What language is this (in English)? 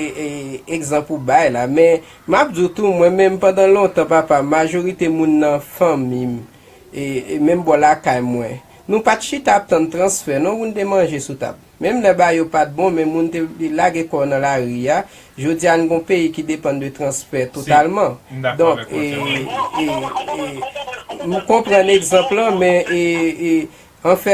Haitian Creole